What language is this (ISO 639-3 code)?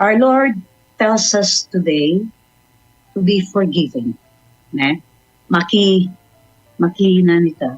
pam